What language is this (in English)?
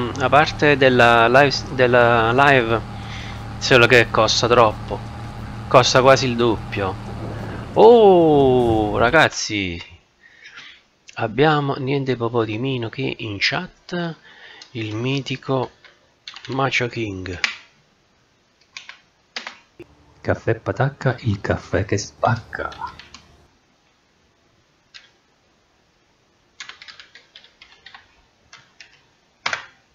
Italian